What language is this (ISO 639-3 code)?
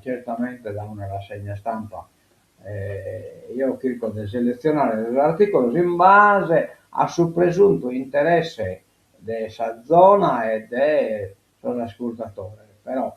srd